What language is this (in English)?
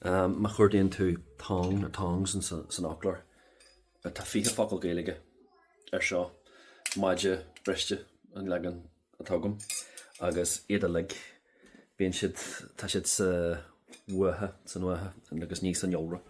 Irish